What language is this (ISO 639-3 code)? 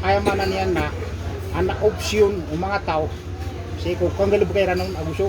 mrw